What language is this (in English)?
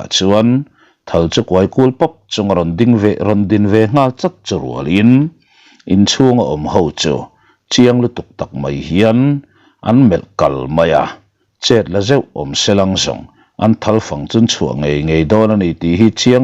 Mizo